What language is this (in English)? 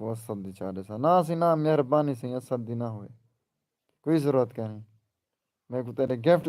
Saraiki